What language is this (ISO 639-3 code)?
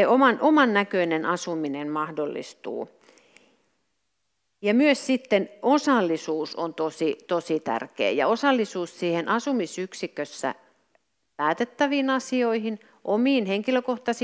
fin